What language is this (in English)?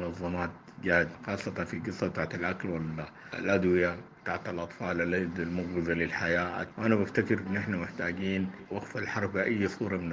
Sudanese Arabic